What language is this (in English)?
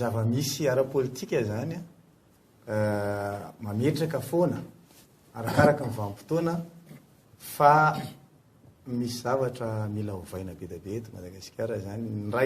Malagasy